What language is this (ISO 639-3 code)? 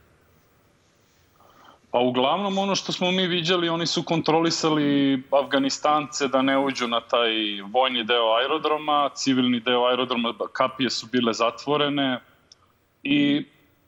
srp